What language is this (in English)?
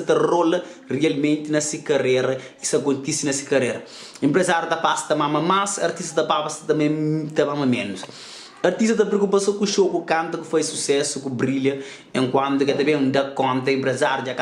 Kabuverdianu